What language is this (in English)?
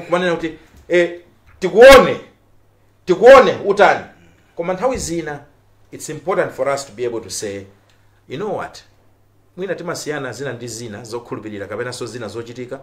Nyanja